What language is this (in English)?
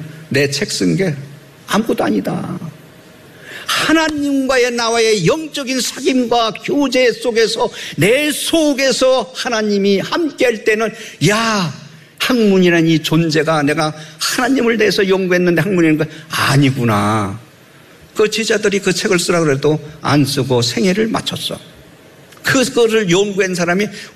Korean